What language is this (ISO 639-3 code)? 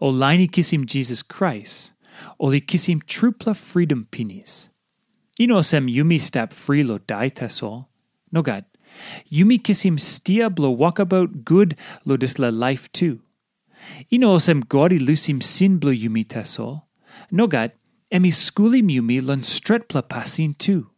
tpi